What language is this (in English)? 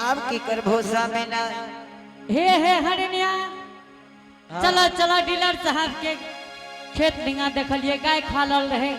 Angika